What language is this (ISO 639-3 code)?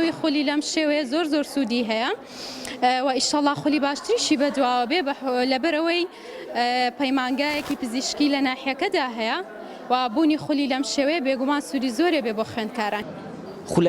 ckb